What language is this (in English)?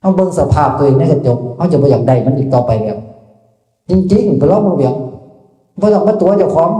Northeastern Thai